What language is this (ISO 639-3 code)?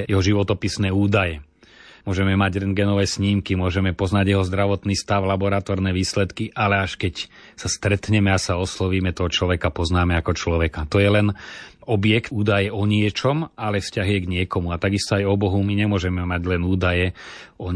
slk